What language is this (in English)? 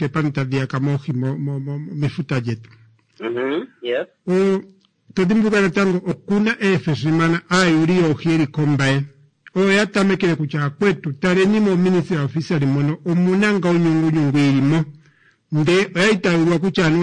Kuanyama